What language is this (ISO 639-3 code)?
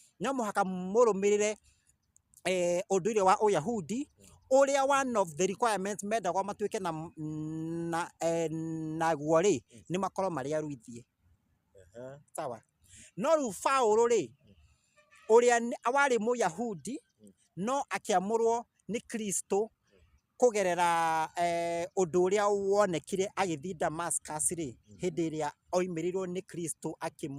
kik